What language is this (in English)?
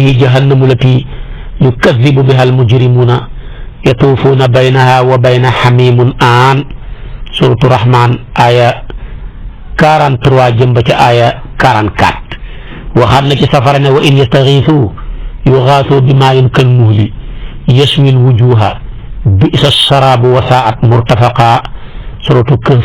Wolof